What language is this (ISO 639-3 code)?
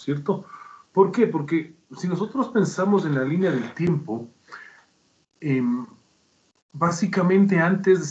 spa